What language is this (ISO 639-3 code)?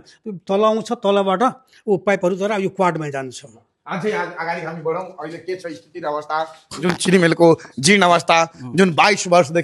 nep